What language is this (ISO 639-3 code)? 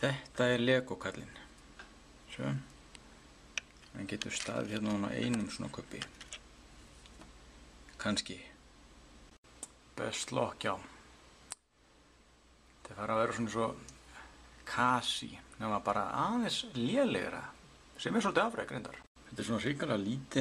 isl